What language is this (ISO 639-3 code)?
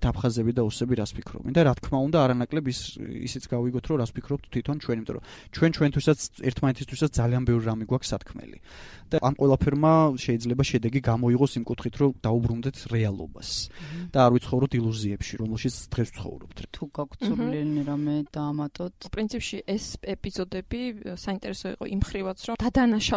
kat